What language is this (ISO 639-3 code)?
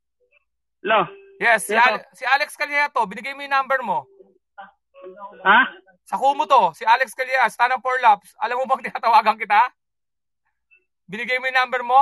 fil